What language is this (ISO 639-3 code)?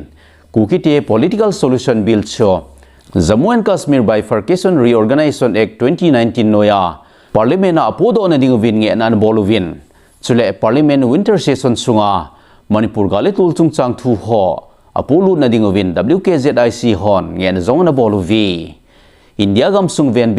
tcz